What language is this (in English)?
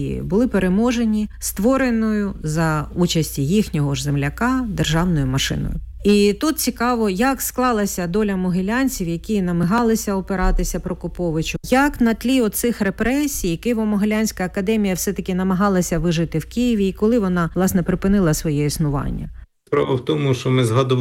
Ukrainian